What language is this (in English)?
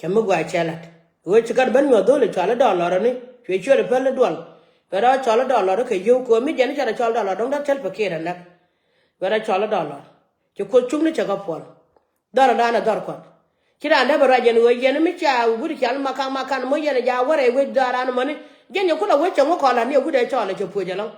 Nuer